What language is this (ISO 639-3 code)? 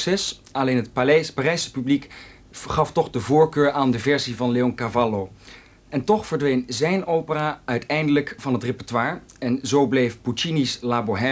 nld